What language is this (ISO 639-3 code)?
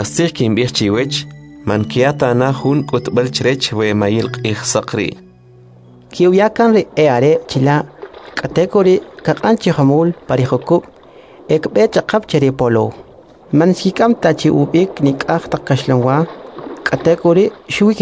quc